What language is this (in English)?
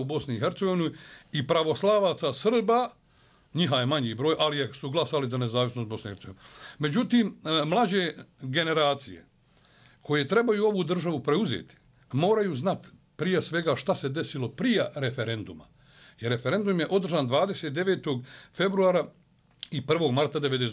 Bosnian